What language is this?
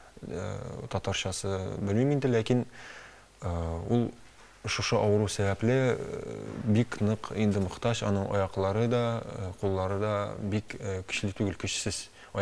Tatar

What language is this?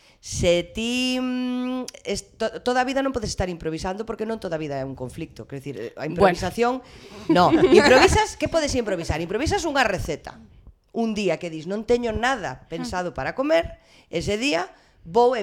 Galician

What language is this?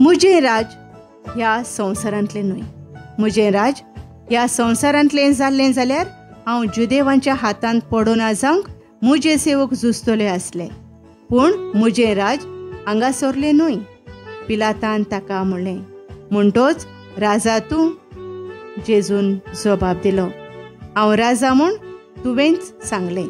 Konkani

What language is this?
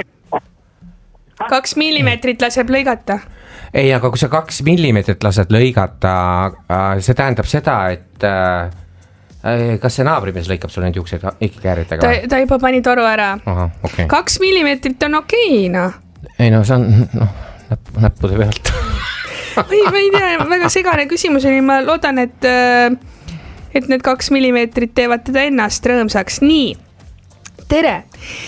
Estonian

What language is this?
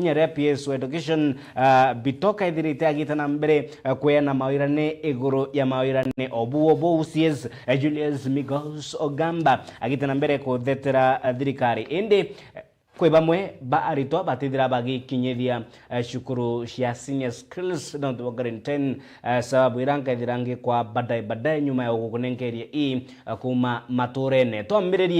Meru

